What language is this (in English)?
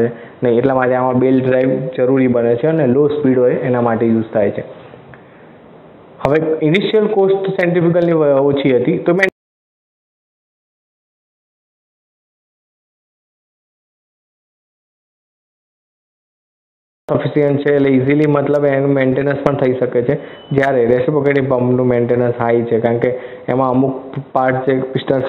Gujarati